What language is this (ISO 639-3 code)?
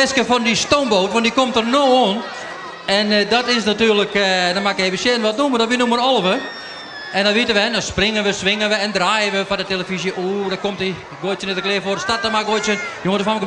fry